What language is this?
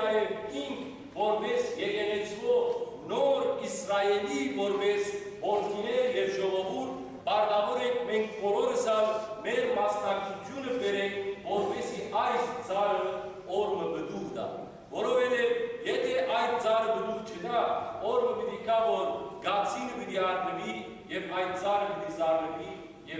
Western Armenian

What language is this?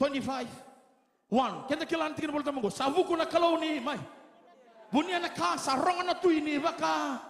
Fijian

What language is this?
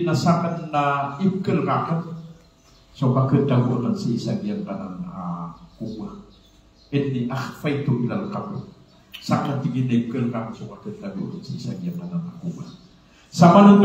Maranao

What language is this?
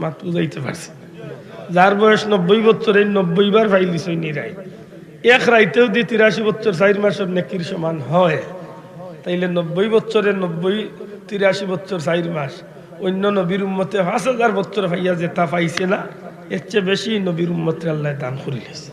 Sylheti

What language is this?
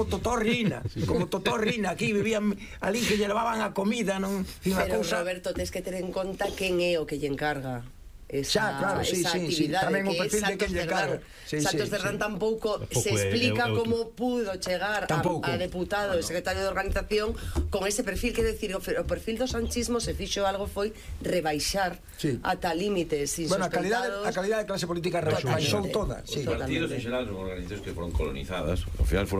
Galician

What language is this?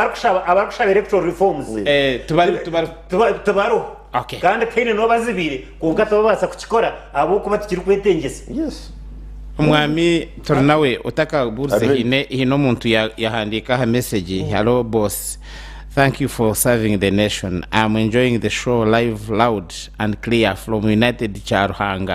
Nyankole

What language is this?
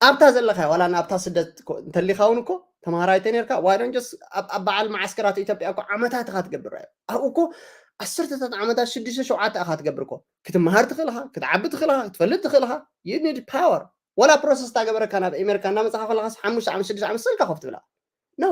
Tigrinya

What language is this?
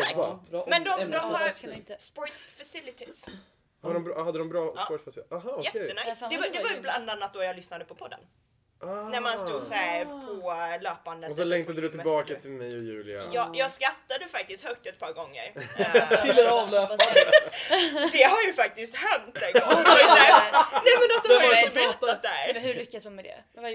Swedish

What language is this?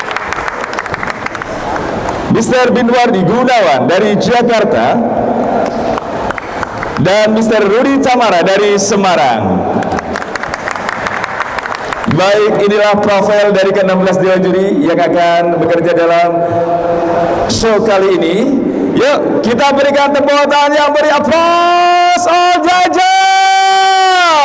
Indonesian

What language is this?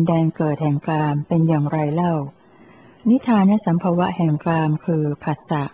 Thai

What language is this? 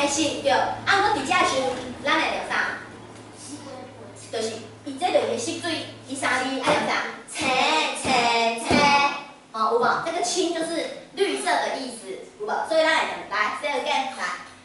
Min Nan Chinese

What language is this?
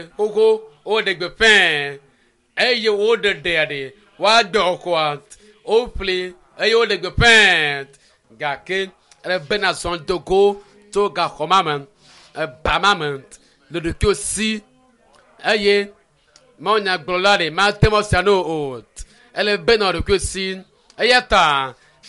Ewe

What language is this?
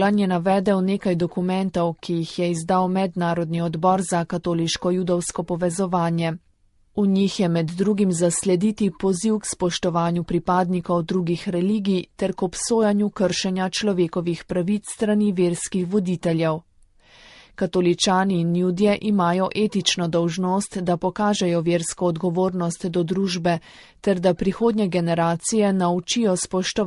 Slovenian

